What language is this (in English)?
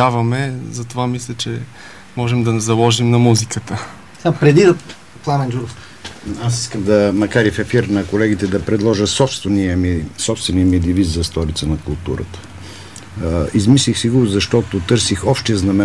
Bulgarian